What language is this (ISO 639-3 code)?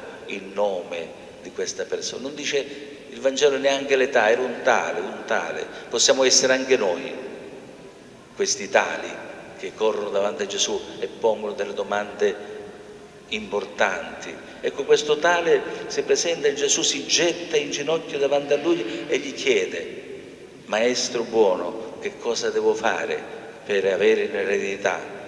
ita